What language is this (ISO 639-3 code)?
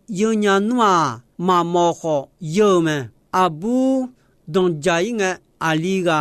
ahk